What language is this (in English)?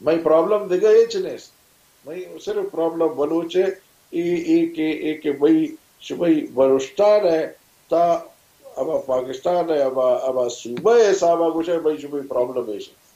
Baluchi